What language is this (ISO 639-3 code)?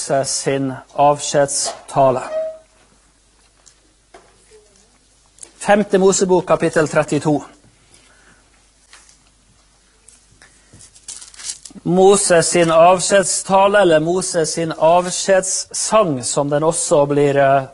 nor